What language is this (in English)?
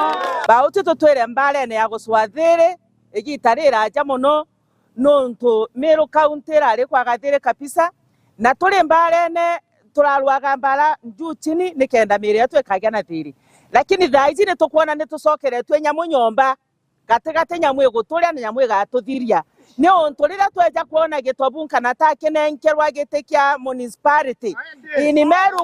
Meru